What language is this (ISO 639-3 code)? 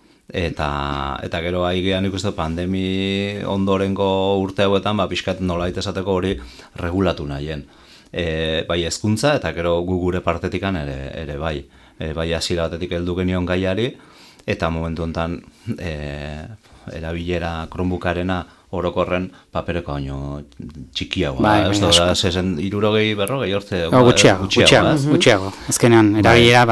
eus